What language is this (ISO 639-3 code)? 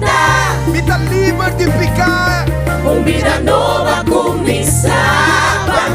pap